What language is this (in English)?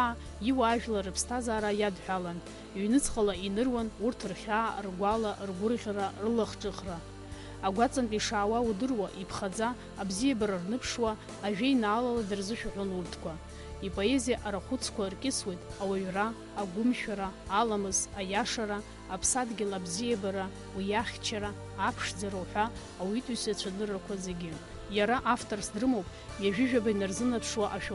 Abkhazian